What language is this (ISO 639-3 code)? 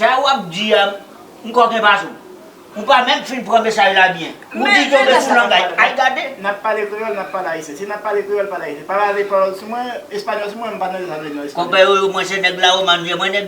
hat